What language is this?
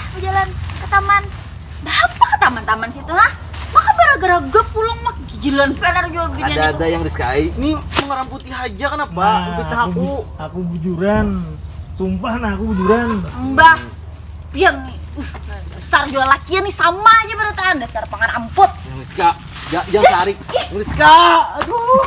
Banjar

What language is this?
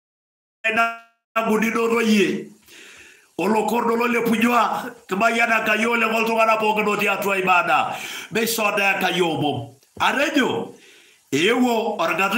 Masai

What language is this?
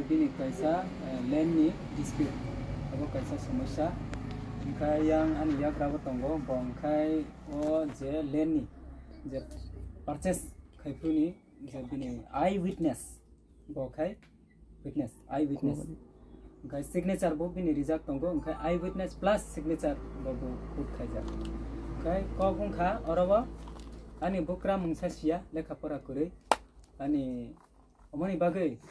Kok Borok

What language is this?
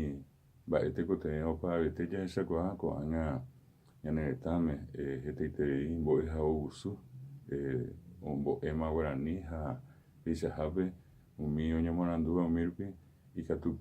Guarani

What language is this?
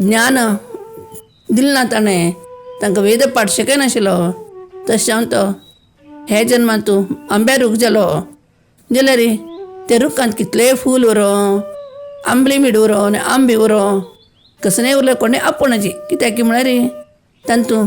Konkani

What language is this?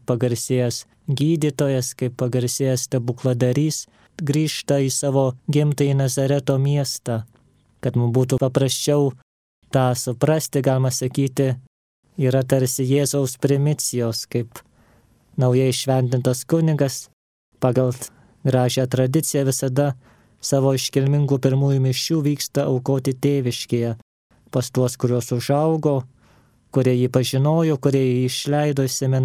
Lithuanian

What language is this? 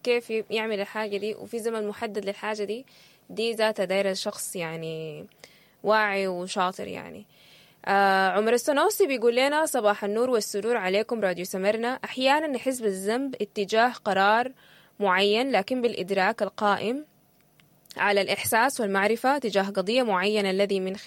Sudanese Arabic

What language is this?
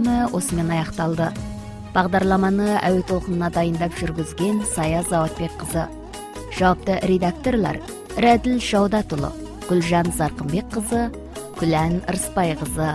Kazakh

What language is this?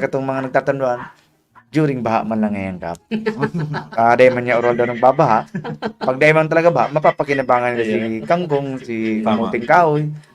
Bikol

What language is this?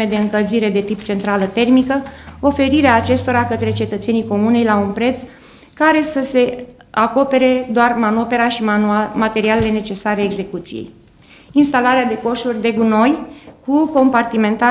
Romanian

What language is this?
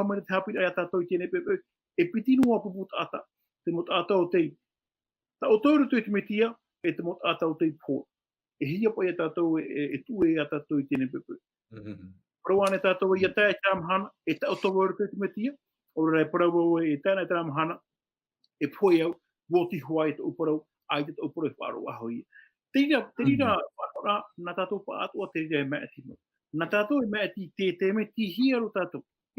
Tahitian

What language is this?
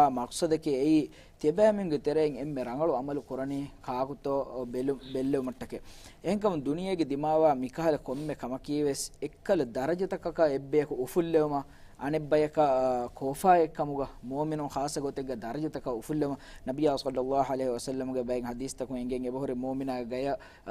Divehi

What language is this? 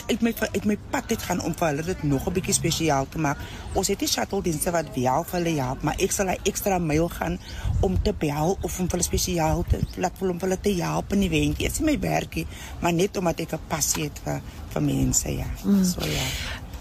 Afrikaans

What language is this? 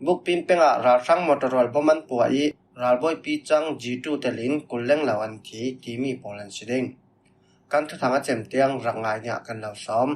Falam Chin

